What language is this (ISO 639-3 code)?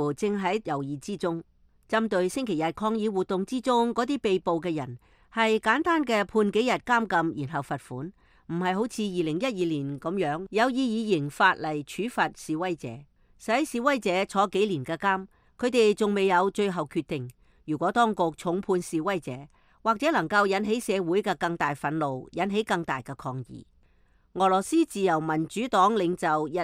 yue